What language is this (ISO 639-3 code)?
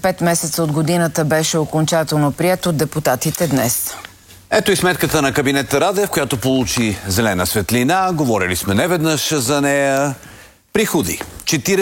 bul